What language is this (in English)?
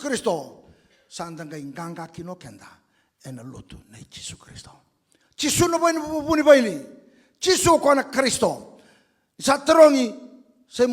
Fijian